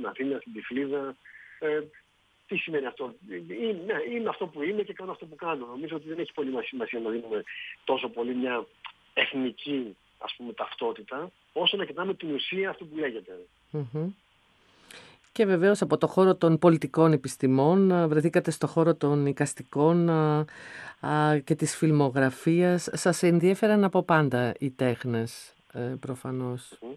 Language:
Greek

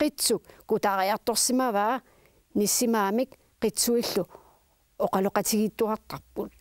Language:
Kalaallisut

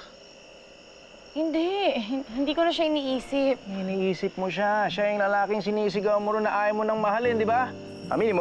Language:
Filipino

